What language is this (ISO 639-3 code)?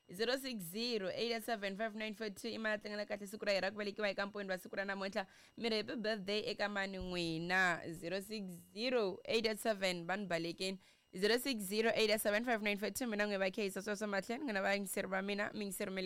tso